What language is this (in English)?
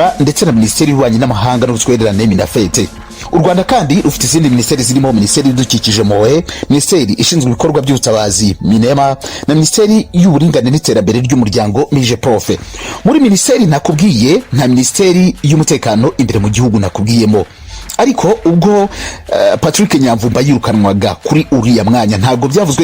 Kinyarwanda